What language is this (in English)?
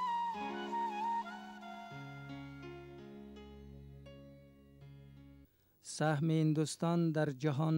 Persian